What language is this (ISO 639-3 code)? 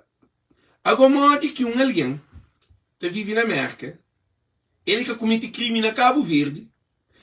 kea